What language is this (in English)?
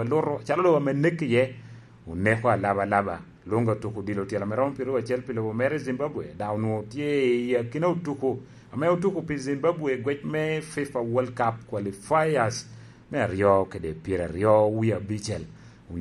Lango (Uganda)